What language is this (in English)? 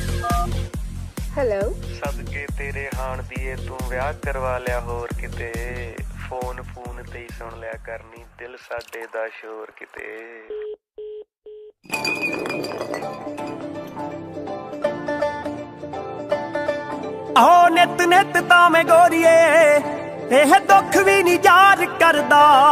Punjabi